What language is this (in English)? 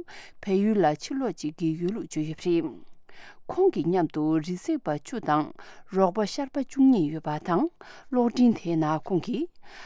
Tibetan